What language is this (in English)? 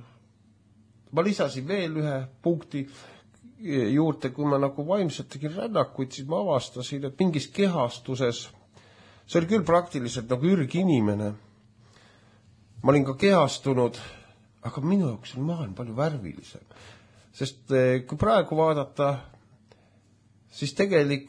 Estonian